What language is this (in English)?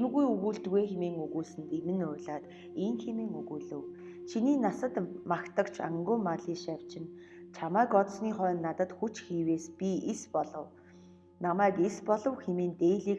Mongolian